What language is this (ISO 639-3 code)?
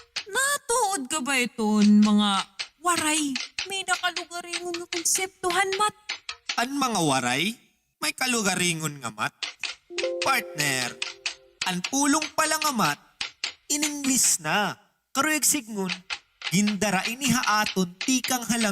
war